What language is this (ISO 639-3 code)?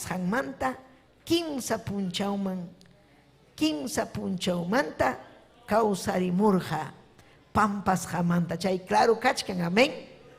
quy